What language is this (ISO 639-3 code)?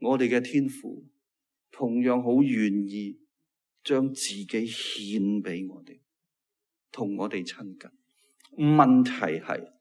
yue